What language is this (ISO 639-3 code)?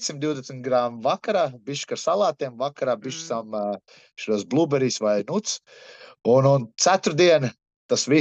lav